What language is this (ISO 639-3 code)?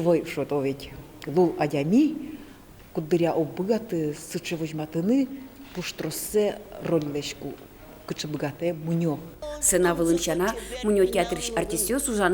udm